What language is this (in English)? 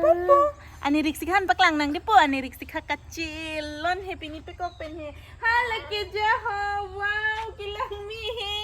Karbi